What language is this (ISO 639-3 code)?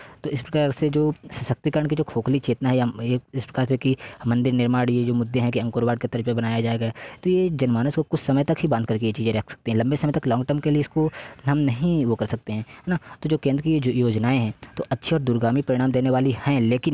hin